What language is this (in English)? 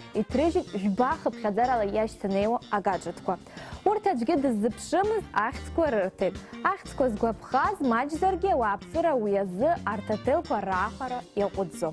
Abkhazian